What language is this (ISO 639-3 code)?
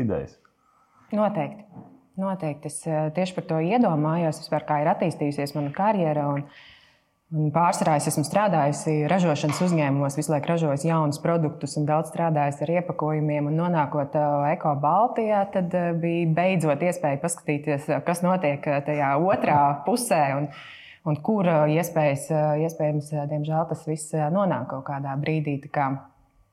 lav